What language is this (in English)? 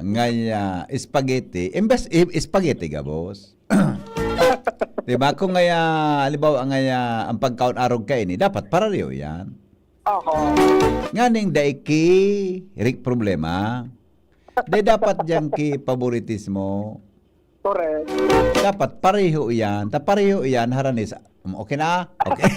Bikol